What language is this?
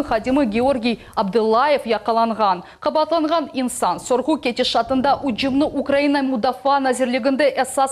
Crimean Tatar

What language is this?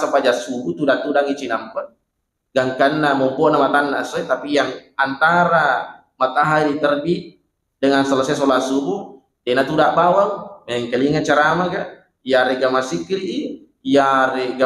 Buginese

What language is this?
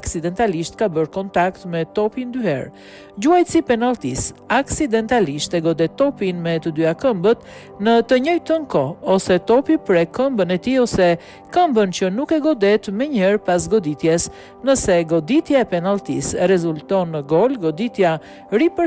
Albanian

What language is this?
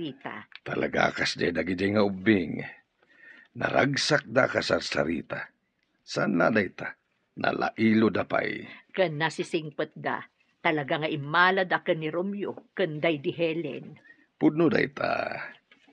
Iloko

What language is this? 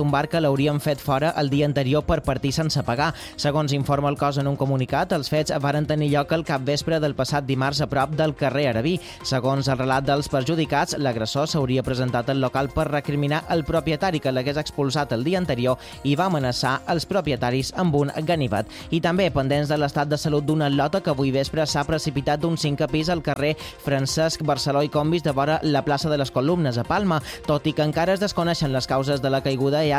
Catalan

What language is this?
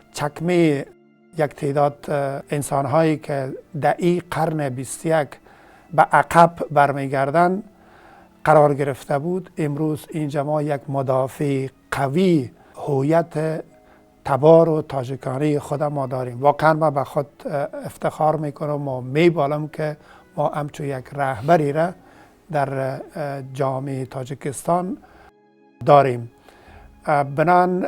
Tajik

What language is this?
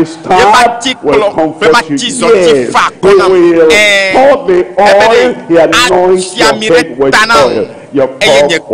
Ewe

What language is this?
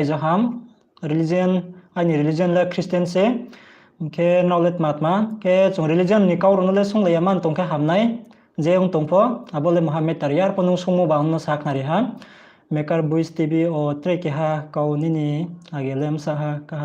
Riang (India)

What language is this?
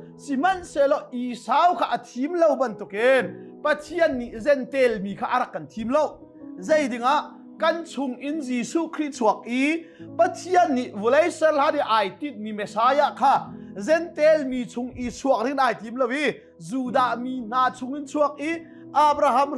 Hakha Chin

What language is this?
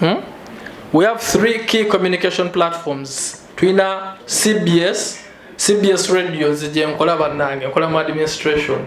Ganda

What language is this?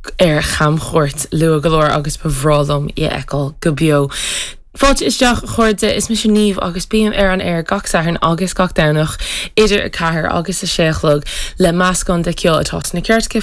Irish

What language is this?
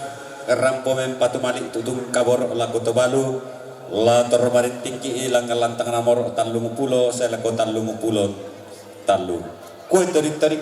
Toraja-Sa'dan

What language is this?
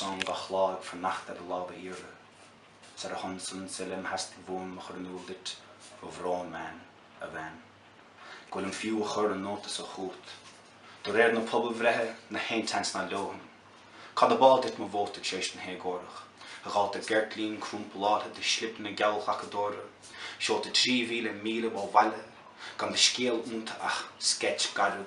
Irish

